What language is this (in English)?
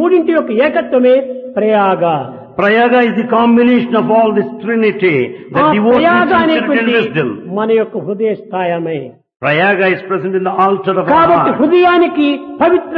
Telugu